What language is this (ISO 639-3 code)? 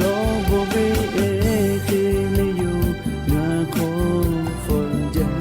lhu